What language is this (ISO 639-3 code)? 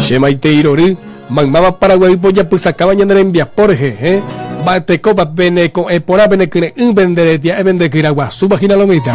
grn